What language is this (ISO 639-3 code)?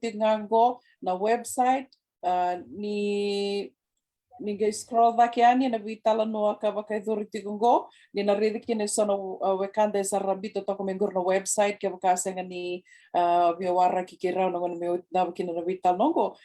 fij